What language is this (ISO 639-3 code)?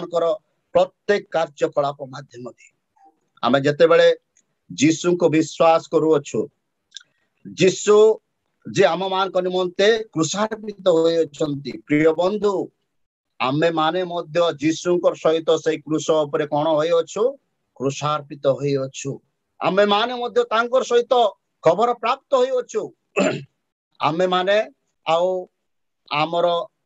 ori